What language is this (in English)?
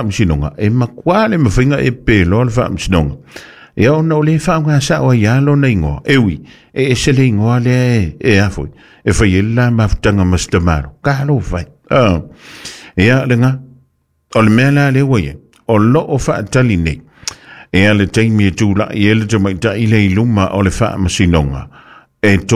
Samoan